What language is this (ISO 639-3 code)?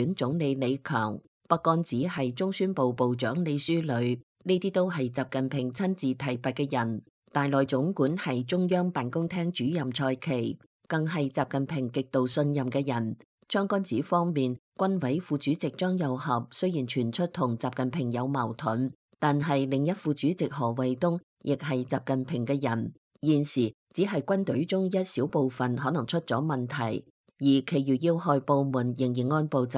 yue